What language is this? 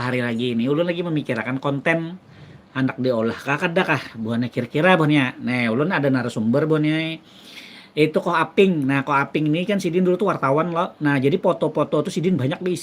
Banjar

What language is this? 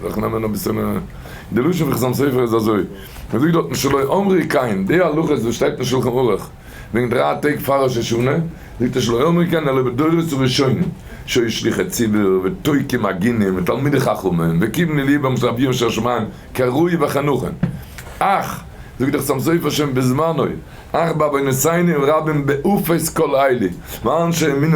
Yiddish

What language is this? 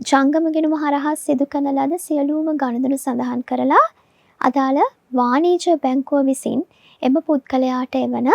Sinhala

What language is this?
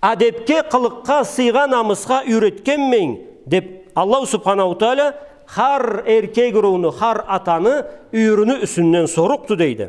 Karachay-Balkar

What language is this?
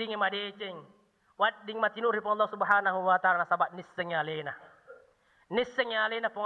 Buginese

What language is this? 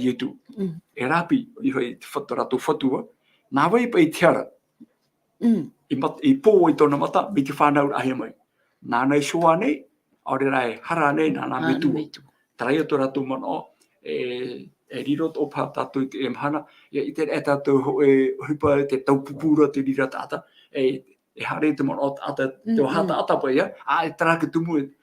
Tahitian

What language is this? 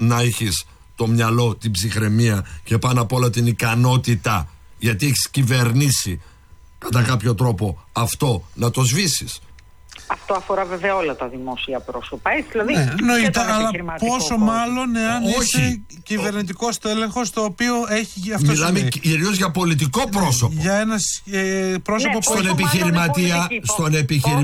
Greek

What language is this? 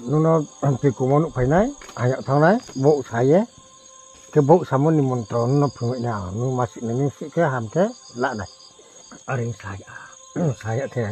Riang (India)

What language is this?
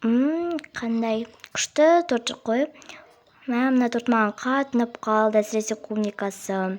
Kazakh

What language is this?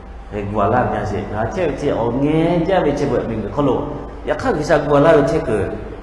Lahu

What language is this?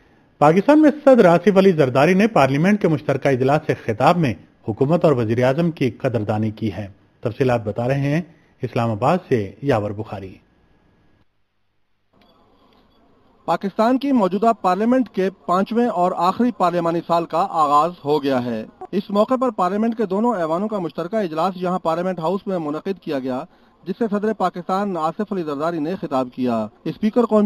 Urdu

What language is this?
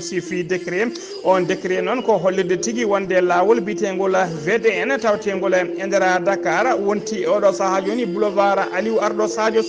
Fula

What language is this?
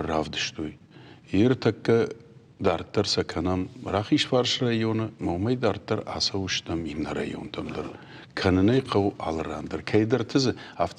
Ossetic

